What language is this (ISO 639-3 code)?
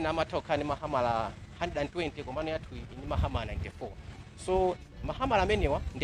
nya